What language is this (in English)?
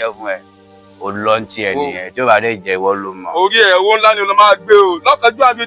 Yoruba